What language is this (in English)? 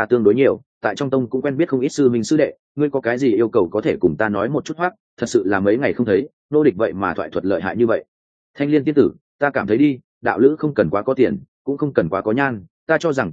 Vietnamese